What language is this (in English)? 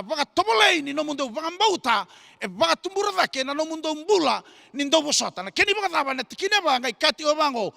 Fijian